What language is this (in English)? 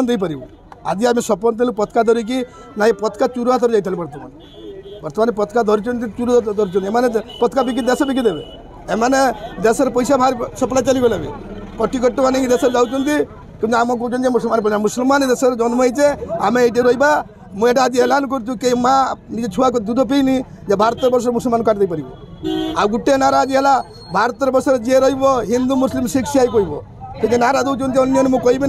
Odia